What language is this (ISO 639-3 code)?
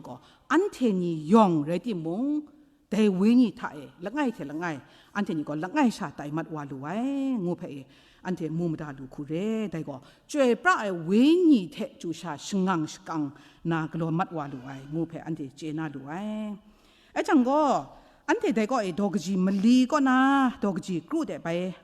kac